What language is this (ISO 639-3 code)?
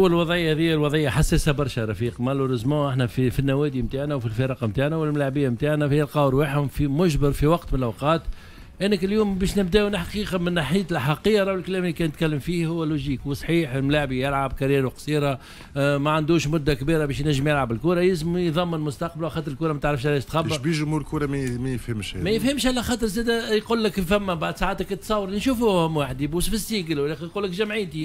aeb